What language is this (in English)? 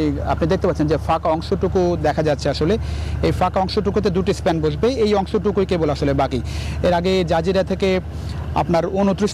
Bangla